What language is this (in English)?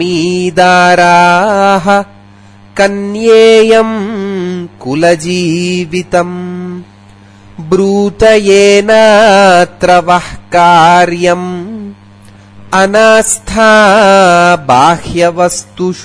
Sanskrit